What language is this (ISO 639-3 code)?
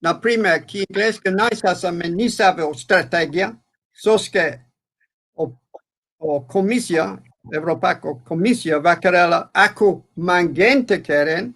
rmn